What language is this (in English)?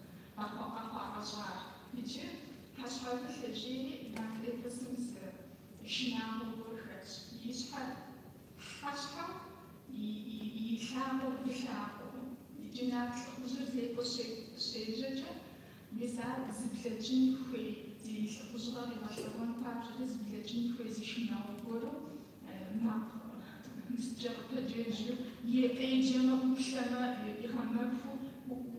Kabardian